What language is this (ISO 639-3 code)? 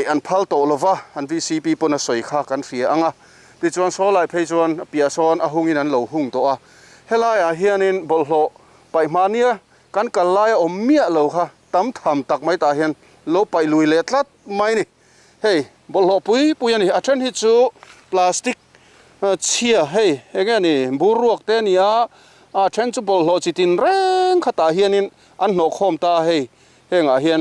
lus